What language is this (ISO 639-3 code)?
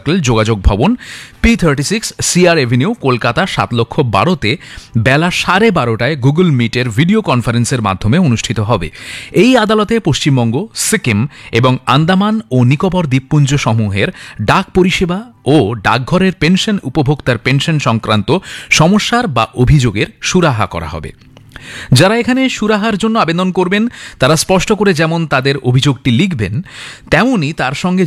ben